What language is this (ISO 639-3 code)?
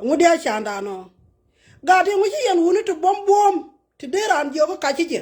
nus